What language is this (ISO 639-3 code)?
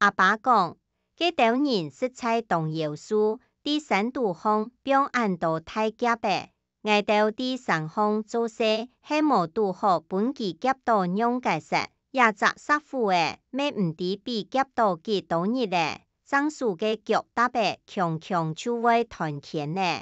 hak